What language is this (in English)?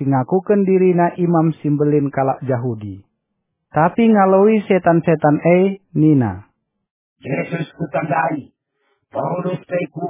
Batak Karo